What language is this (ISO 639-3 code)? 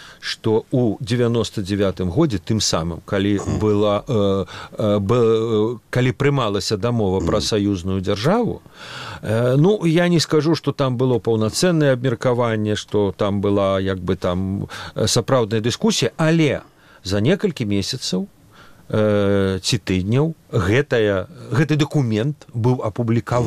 bel